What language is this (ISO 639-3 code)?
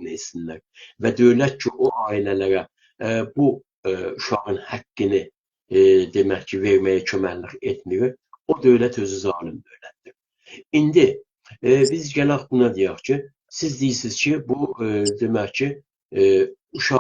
azb